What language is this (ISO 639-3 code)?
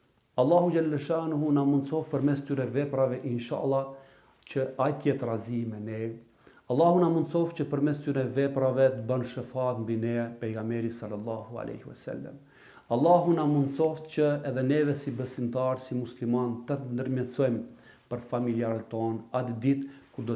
sqi